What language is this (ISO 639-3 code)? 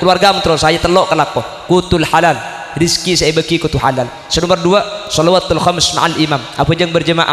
mad